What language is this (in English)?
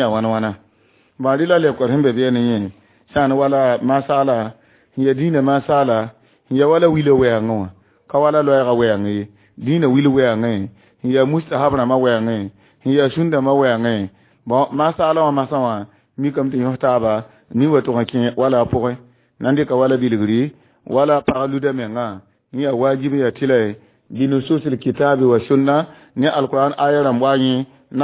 Mossi